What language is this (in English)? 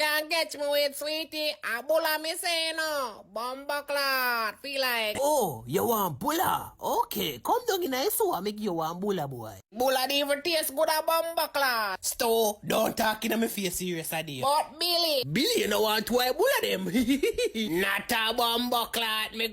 Jamaican Creole English